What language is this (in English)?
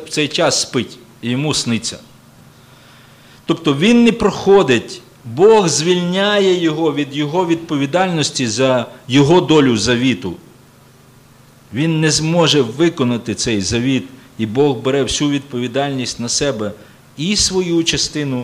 Ukrainian